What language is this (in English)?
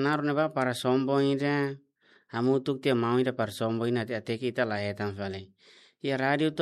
Tetum